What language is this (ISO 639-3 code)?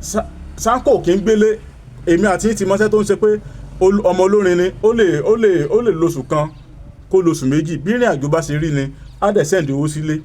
yor